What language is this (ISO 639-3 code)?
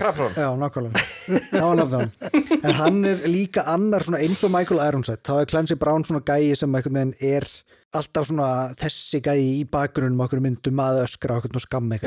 isl